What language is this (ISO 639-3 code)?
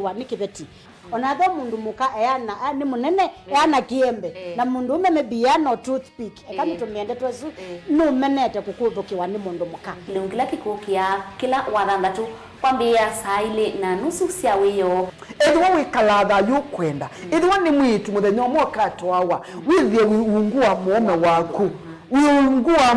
kam